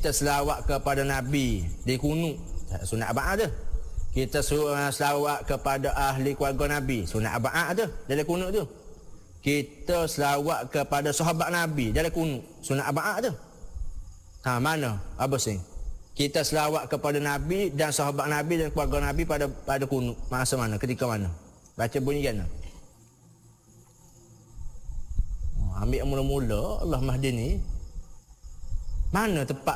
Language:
Malay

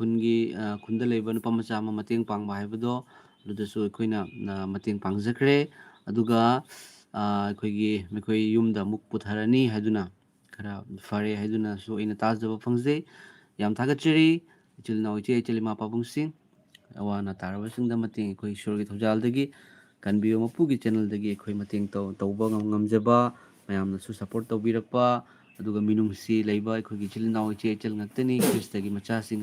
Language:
Manipuri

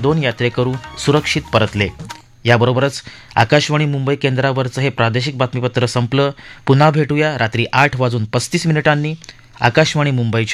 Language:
Marathi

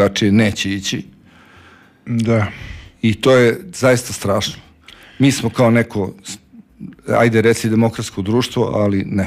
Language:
Serbian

